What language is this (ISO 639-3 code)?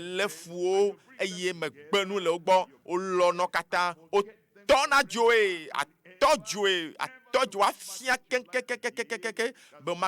ewe